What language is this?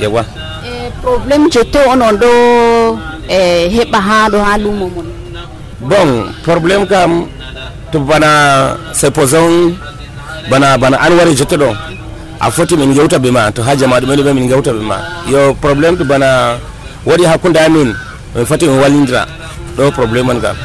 Nigerian Fulfulde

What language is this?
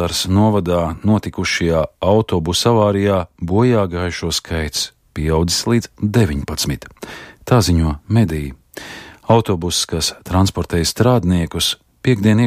Latvian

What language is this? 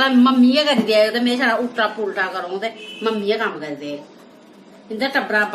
Dogri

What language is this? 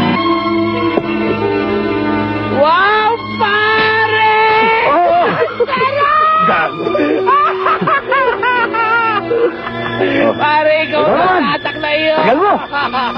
Filipino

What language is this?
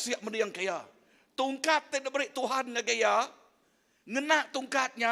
Iban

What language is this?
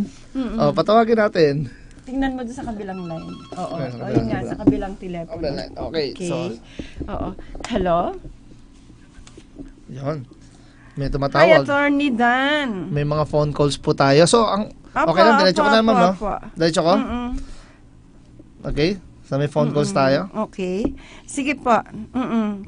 Filipino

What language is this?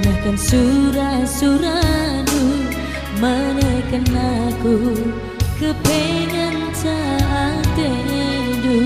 Batak Karo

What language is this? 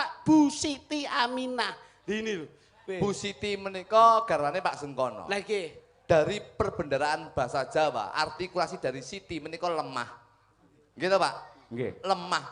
Javanese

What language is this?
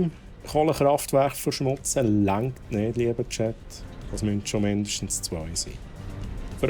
Swiss German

